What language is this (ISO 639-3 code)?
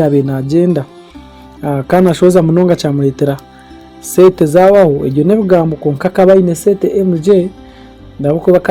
nyn